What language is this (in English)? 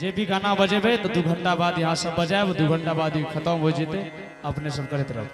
Angika